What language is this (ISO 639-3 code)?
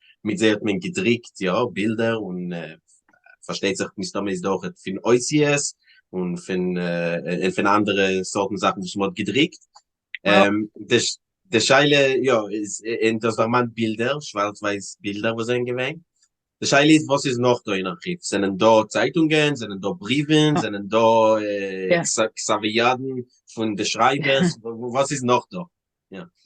yid